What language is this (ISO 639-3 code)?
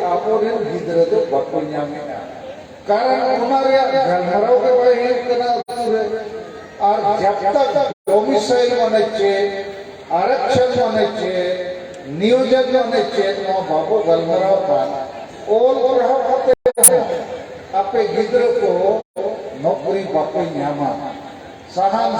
sat